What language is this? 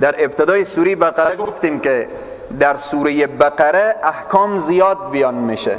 Persian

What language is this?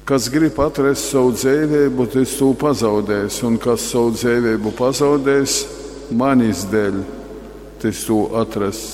Latgalian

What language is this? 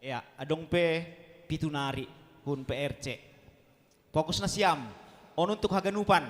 Batak Simalungun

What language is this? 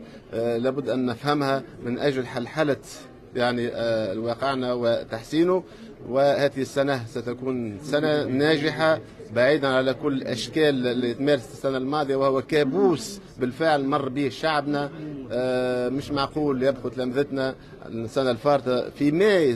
Tunisian Arabic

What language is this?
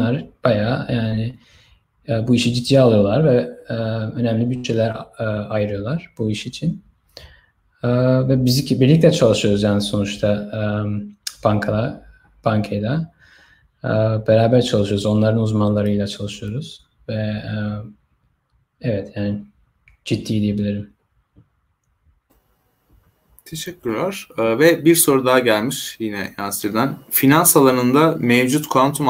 Turkish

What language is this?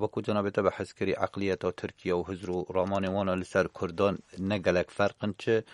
Kurdish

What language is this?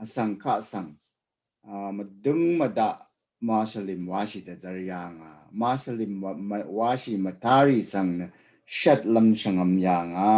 Rawang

